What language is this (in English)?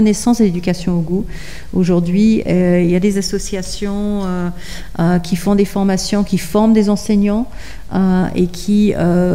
French